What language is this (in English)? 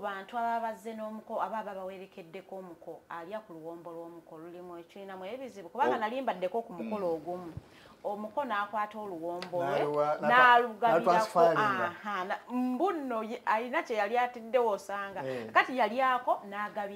Ganda